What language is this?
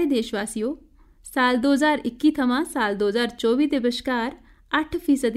Dogri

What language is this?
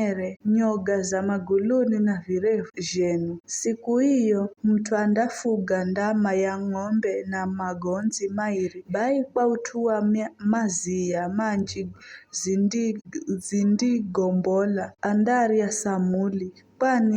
Giryama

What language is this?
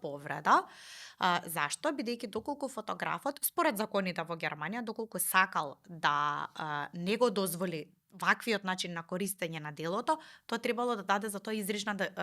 Macedonian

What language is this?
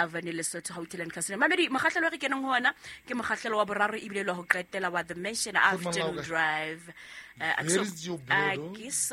Southern Sotho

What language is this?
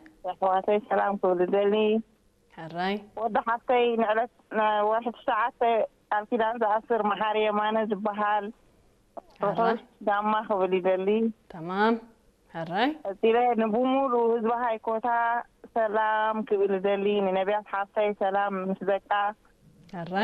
Tigrinya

